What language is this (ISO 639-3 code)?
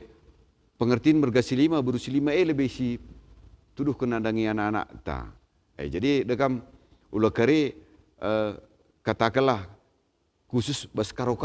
btx